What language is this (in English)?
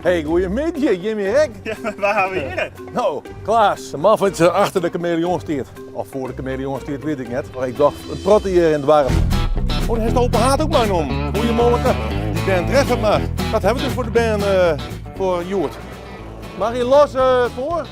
Western Frisian